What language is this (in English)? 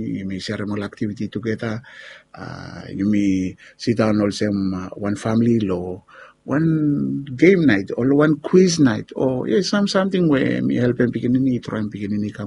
Bislama